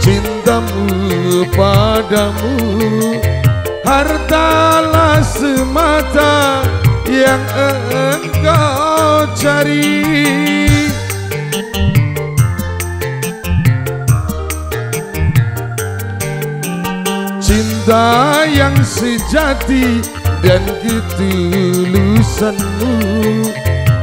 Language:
Indonesian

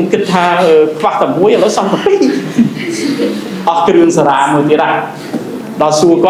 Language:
Khmer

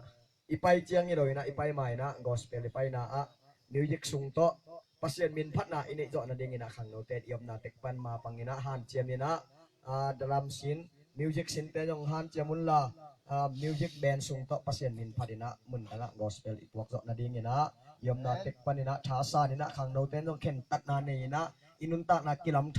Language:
Tedim Chin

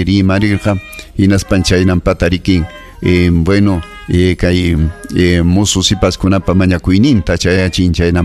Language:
Ayacucho Quechua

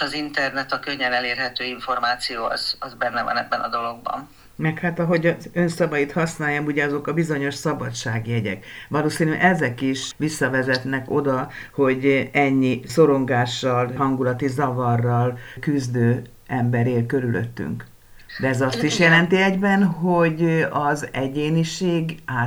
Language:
Hungarian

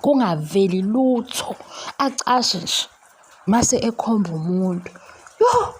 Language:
Zulu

